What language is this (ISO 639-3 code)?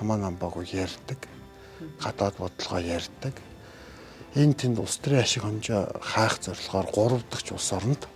mon